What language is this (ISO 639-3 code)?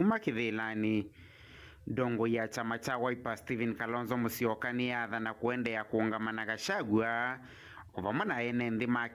kam